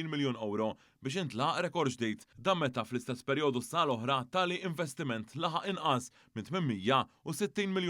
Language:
Maltese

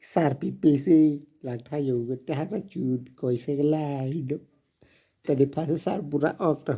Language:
Karbi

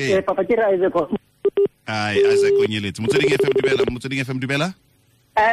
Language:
Tswana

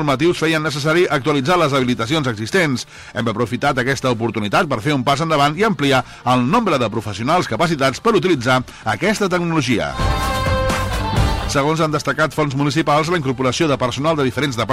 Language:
Catalan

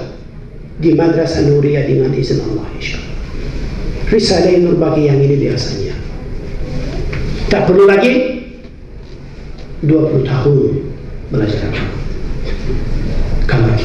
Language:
Malay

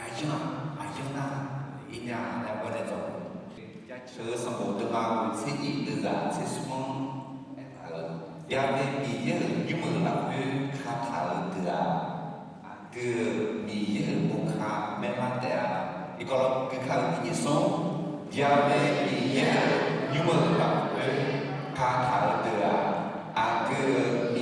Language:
Akha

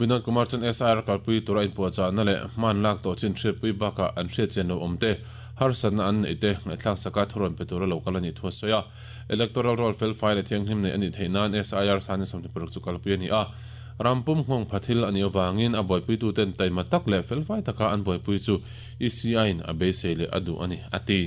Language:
Mizo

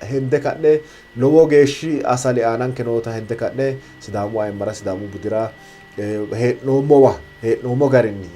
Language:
Sidamo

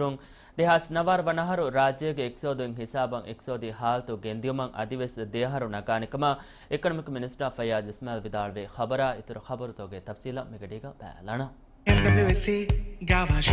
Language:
Divehi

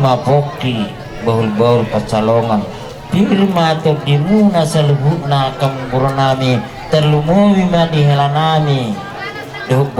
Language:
Batak Toba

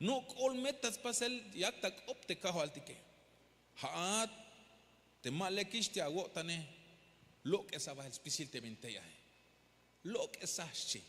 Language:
Tzeltal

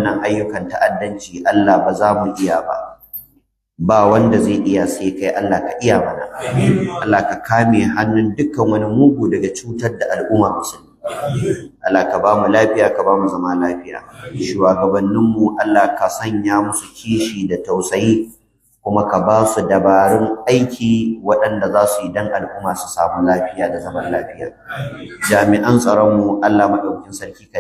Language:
Hausa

